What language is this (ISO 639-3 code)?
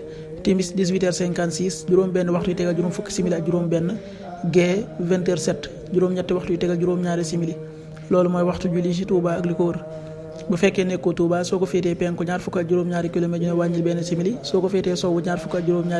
wol